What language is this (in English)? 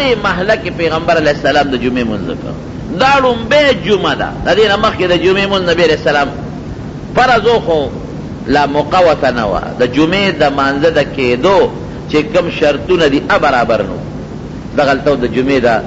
Pashto